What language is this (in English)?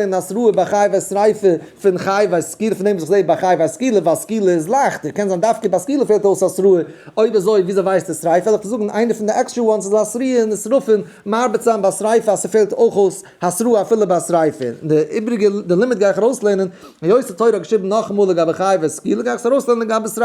Yiddish